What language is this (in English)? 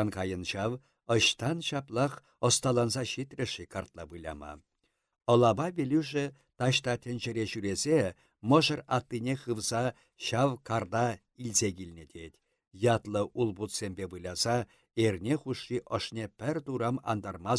Chuvash